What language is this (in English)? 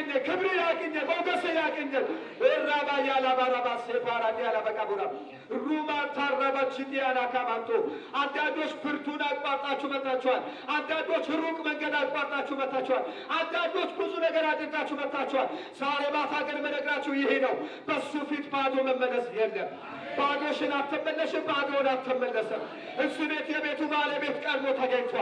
Amharic